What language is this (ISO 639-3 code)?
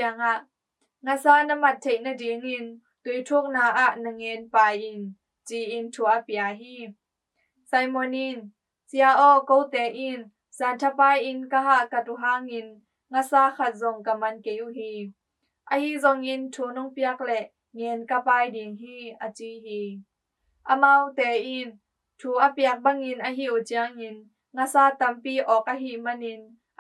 ctd